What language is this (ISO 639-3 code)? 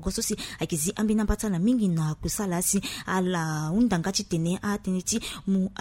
sag